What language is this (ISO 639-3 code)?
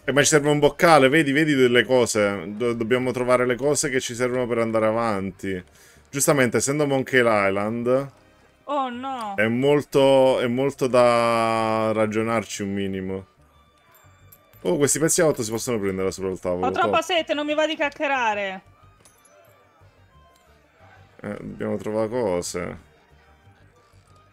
ita